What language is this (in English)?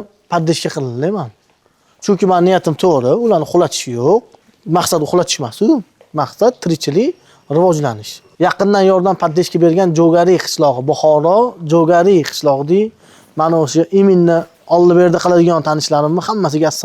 Uzbek